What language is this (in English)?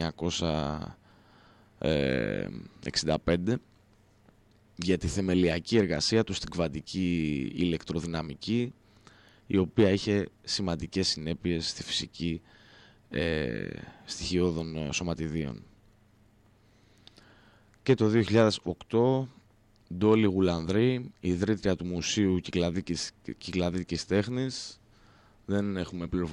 Greek